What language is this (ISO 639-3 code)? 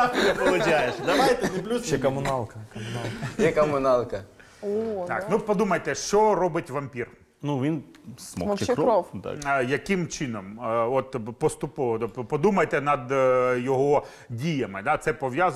ukr